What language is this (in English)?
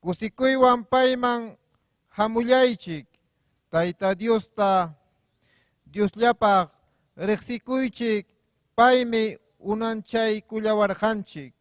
Ayacucho Quechua